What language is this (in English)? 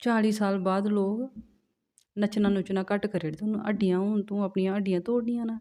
Dogri